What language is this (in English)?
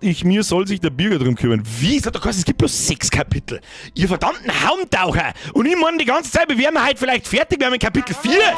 Bavarian